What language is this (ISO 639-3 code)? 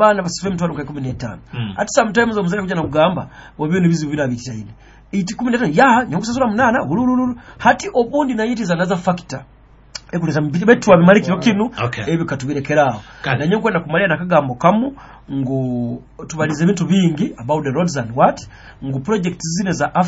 nyo